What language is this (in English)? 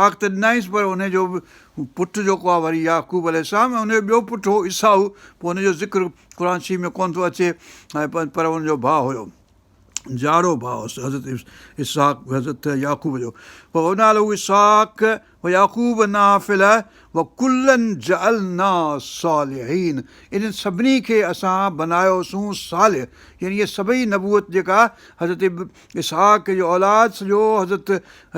Sindhi